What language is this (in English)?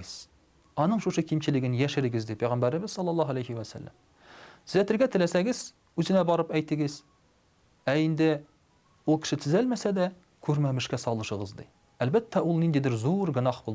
Tatar